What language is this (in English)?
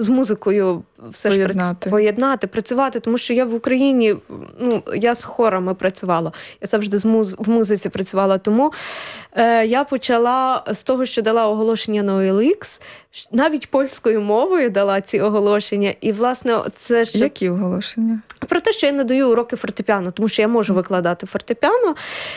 Ukrainian